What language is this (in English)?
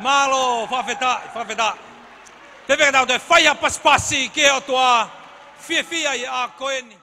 Tongan